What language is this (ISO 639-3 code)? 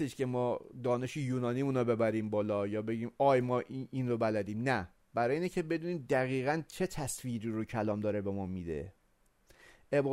fas